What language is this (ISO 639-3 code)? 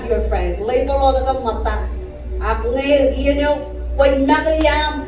mah